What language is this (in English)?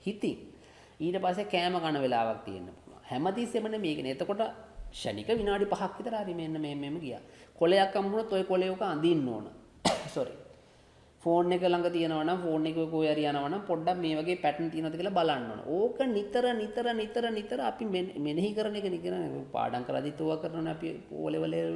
Sinhala